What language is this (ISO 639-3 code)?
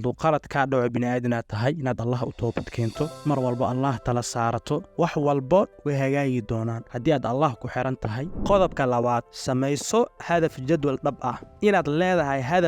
som